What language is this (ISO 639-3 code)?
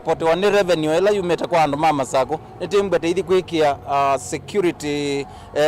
kam